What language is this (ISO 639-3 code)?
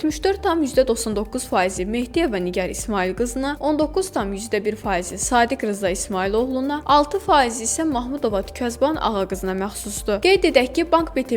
aze